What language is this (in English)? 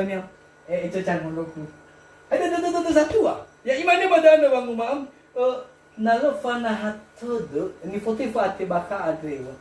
Nias